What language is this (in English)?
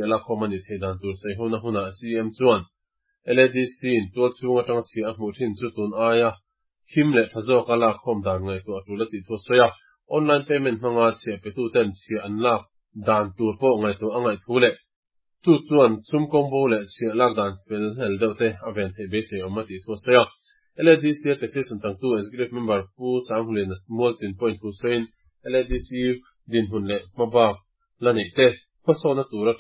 Mizo